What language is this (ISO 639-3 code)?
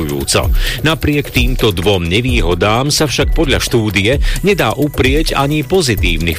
slk